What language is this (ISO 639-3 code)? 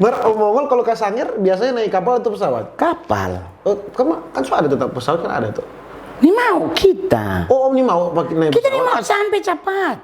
xmm